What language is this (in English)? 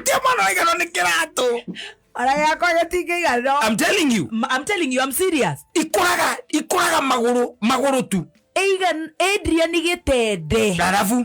Kikuyu